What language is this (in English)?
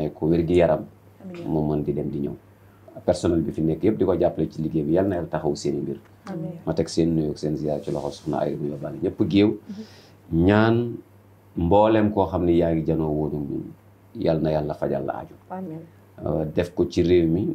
Wolof